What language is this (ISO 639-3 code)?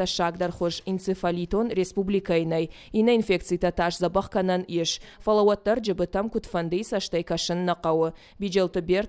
oss